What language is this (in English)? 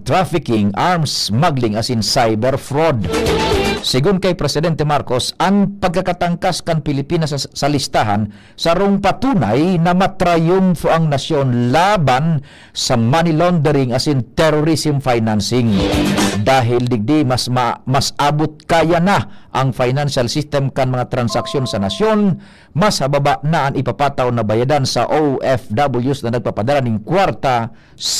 Bikol